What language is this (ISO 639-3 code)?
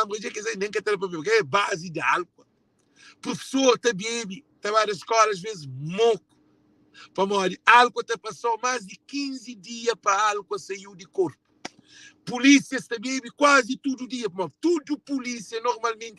kea